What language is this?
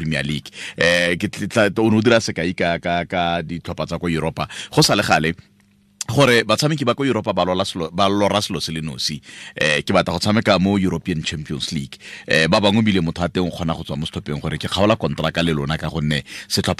Tswana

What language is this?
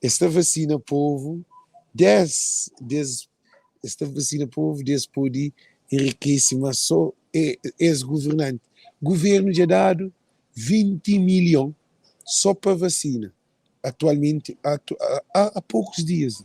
Kabuverdianu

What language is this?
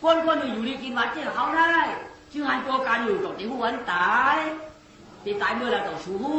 Shan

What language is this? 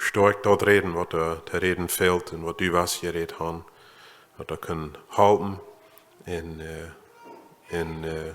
Plautdietsch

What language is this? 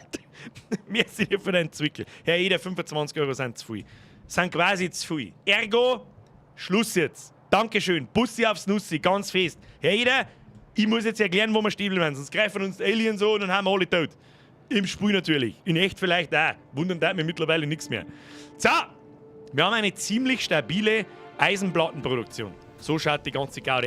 Bavarian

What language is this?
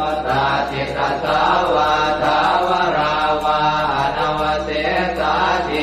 Pali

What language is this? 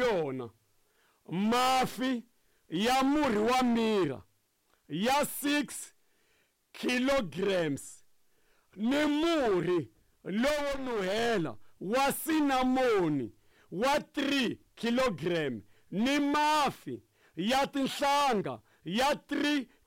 Tsonga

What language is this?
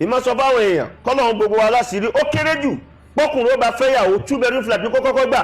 Yoruba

